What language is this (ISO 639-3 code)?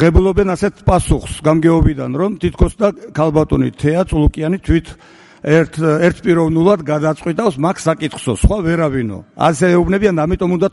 kat